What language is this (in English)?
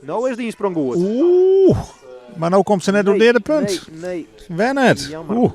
Western Frisian